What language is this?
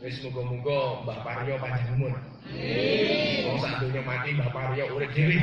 Javanese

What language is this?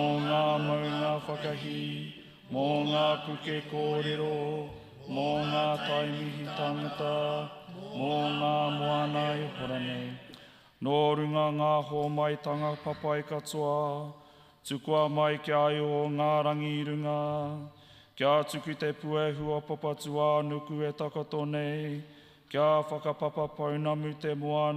Māori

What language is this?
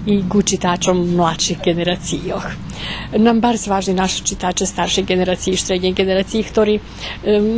Rusyn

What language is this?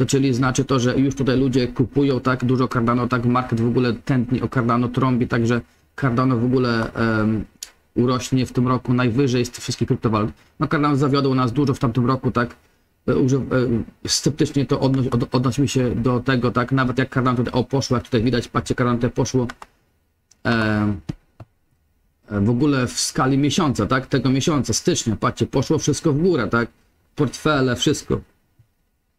Polish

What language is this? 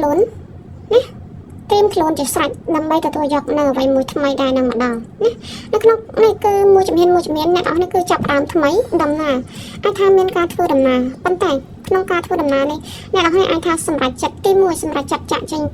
Khmer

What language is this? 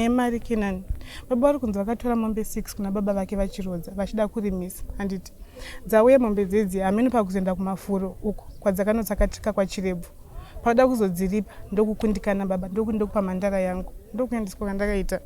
Shona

